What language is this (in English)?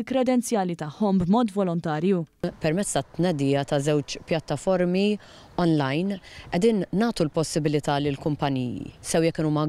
Maltese